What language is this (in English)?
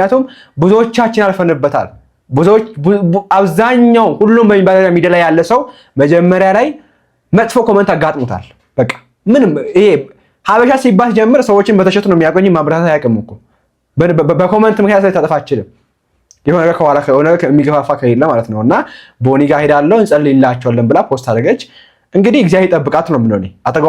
Amharic